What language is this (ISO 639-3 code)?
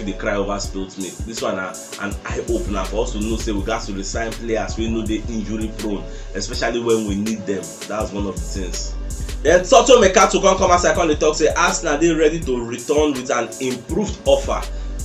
pcm